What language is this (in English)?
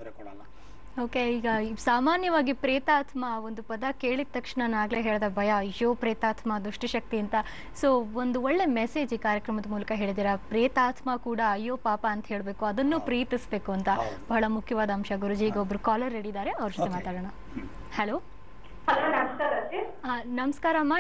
Kannada